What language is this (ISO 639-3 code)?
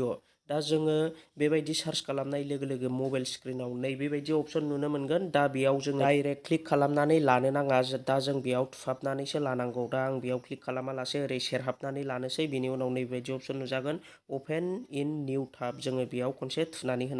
brx